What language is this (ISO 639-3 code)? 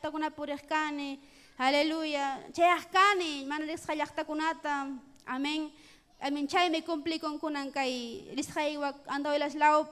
quy